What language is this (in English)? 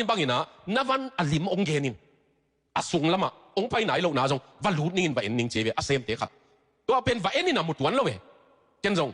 Tedim Chin